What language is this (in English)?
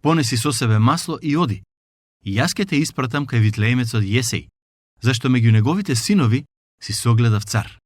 Macedonian